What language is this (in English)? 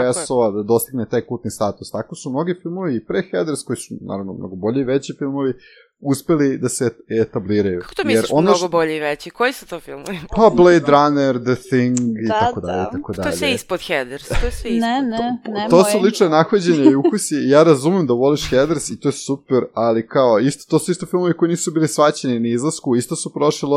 Serbian